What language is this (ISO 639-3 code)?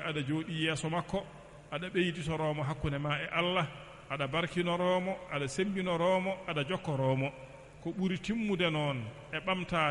ful